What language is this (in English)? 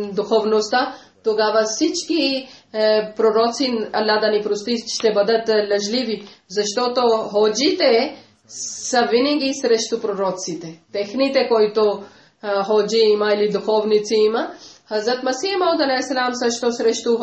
Bulgarian